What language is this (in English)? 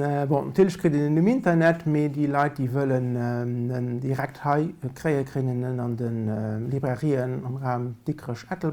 Luxembourgish